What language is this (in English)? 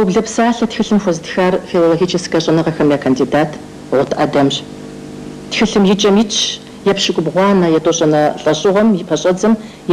Kabardian